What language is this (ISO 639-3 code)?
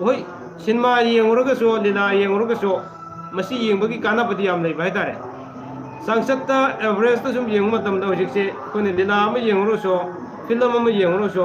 mni